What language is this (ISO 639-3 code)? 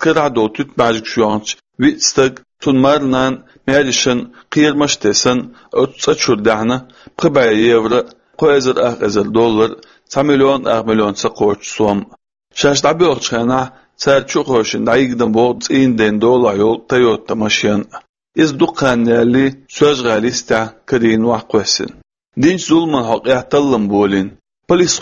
che